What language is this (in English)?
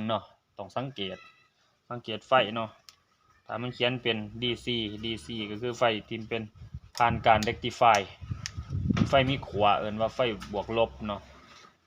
Lao